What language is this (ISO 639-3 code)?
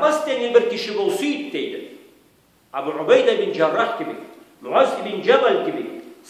krc